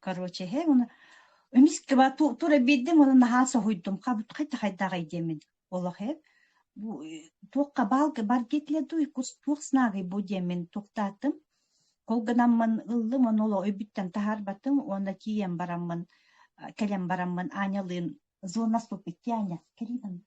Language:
Yakut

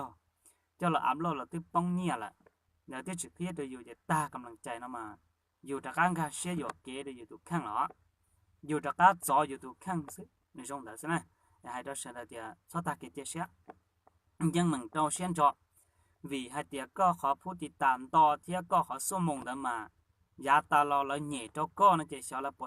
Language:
Hmong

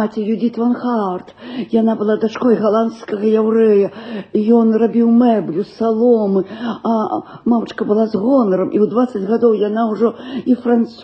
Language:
Belarusian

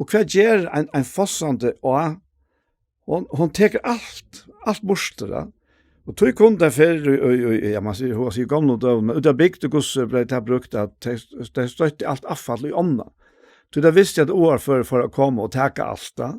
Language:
Faroese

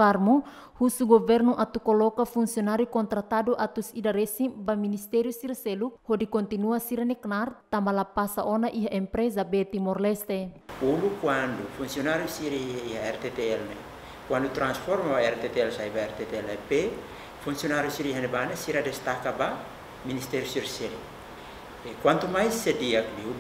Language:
Tetum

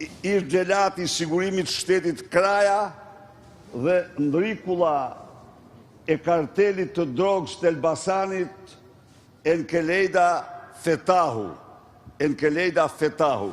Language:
Albanian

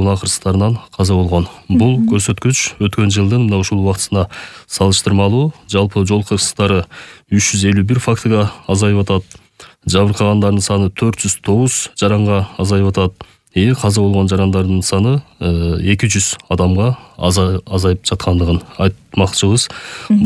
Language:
Kyrgyz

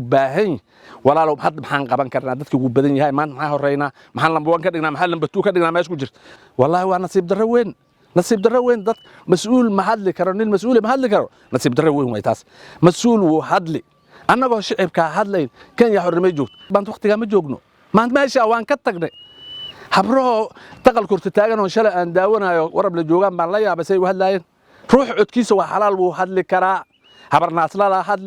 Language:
Somali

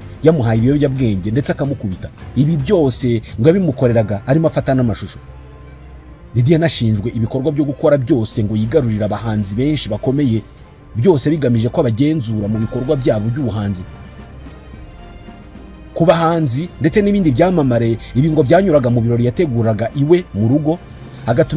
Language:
Kinyarwanda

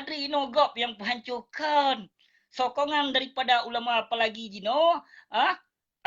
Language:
Achinese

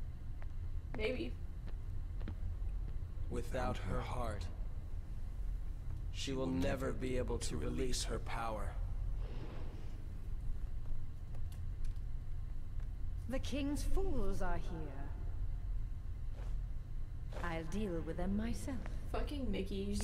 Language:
English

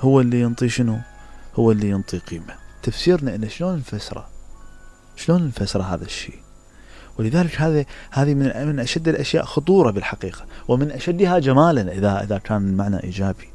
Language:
Mesopotamian Arabic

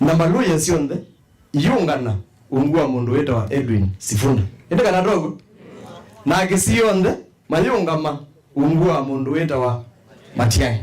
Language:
Kamba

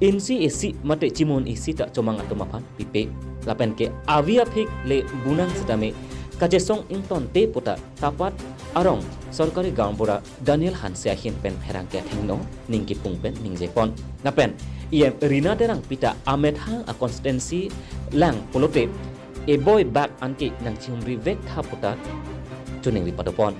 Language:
Karbi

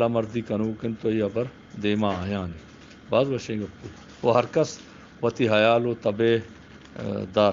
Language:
Eastern Balochi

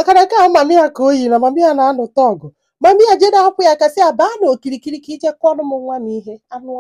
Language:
Igbo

